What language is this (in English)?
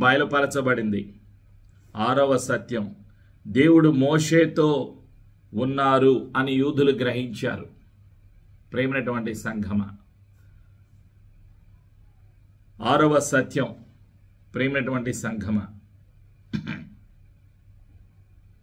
Telugu